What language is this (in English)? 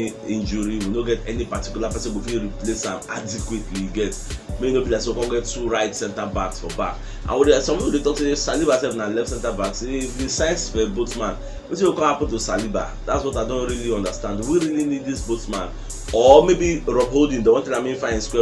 Nigerian Pidgin